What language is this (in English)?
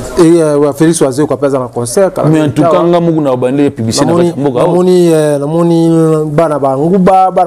Lingala